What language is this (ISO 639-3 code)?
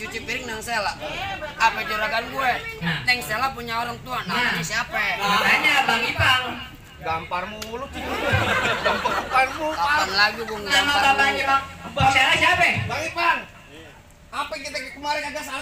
bew